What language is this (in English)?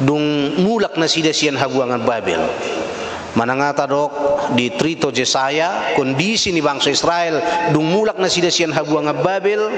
Batak Toba